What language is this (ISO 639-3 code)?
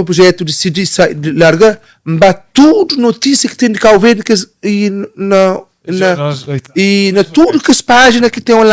kea